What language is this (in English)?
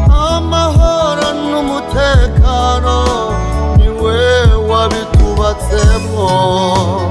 Rundi